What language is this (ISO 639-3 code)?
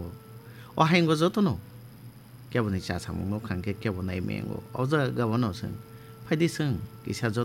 trp